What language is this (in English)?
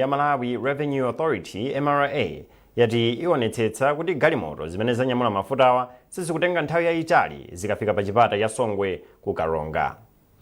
Nyanja